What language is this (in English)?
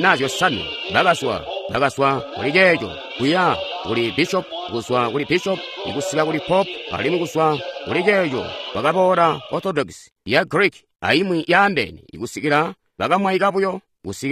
Tonga (Zambia)